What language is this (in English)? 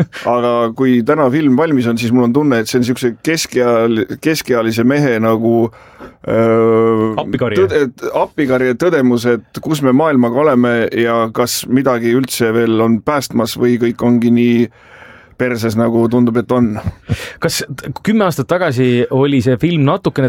Estonian